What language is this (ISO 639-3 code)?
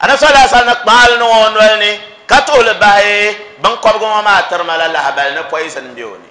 dag